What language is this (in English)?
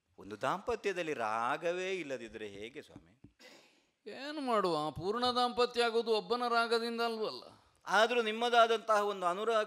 Kannada